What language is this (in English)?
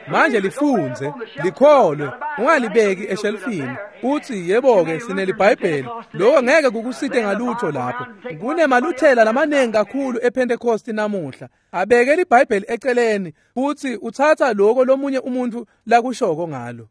Swati